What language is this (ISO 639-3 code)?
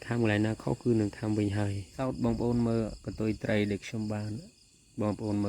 khm